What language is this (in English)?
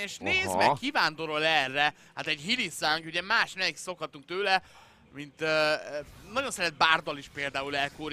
Hungarian